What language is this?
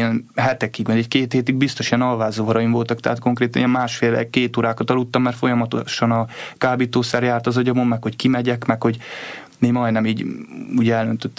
Hungarian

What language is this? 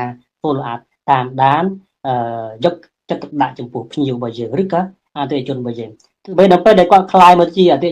Khmer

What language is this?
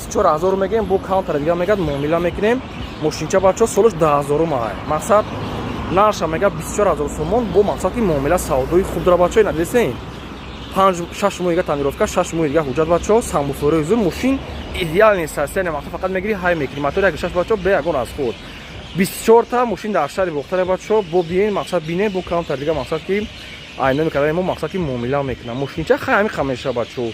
Tajik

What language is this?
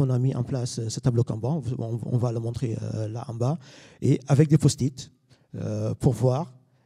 French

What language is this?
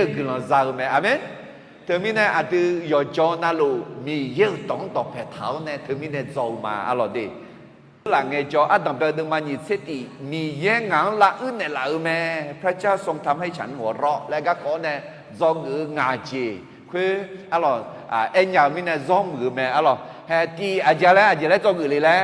Akha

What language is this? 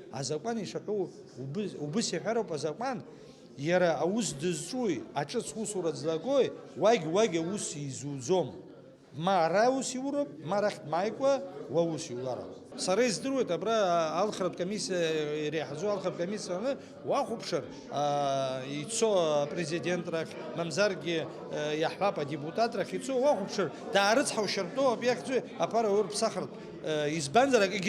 Abkhazian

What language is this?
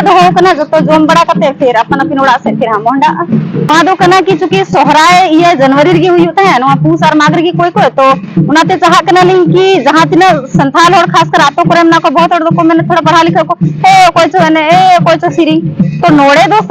Santali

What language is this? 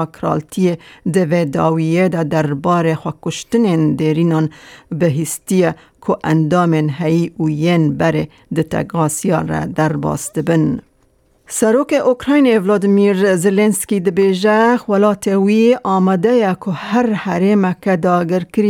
Kurdish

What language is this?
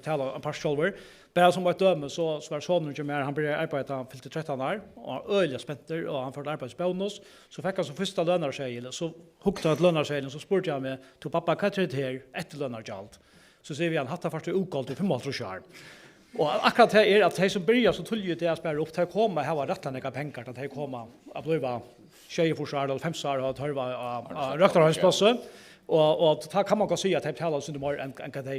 Faroese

